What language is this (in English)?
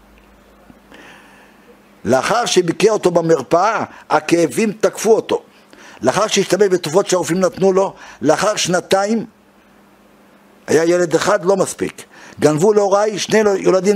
Hebrew